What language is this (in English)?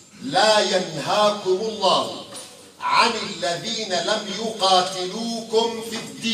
Kurdish